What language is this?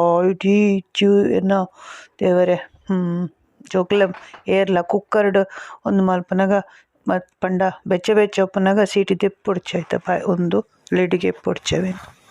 Tulu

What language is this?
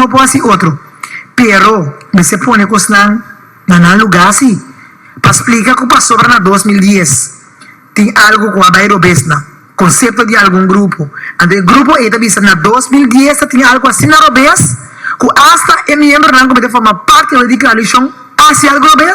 Papiamento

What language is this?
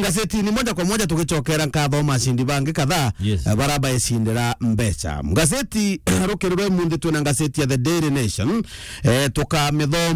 Meru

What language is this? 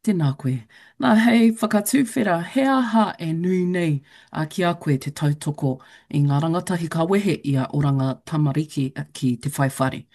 Māori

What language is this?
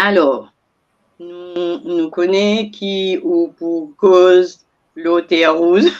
Morisyen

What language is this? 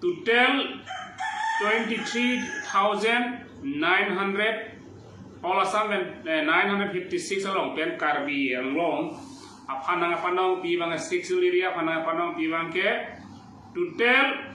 Karbi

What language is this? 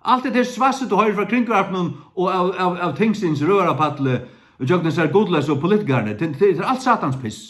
Faroese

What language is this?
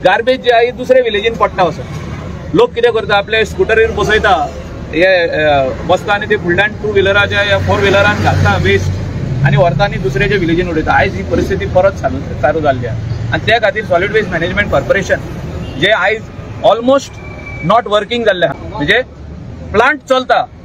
Konkani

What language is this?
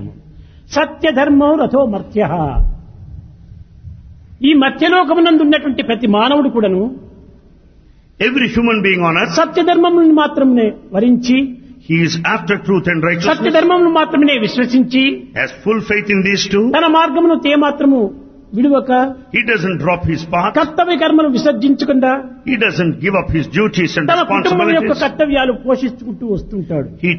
Telugu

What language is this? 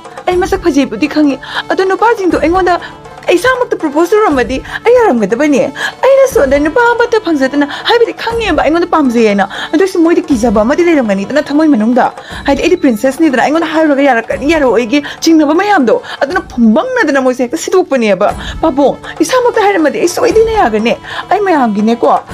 Manipuri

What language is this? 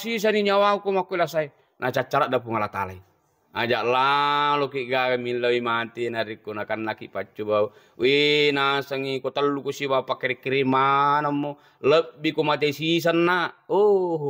Buginese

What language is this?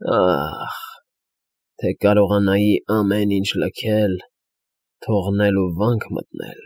Armenian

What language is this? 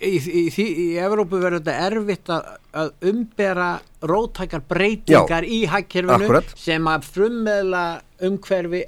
Icelandic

